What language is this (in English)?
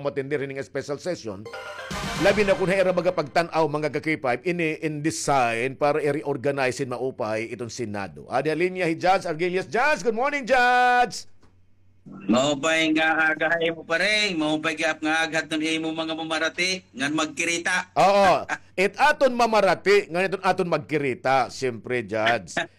Waray